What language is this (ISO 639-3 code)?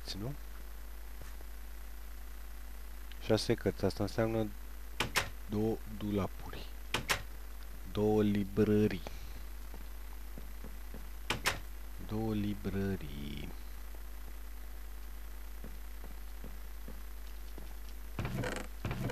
ron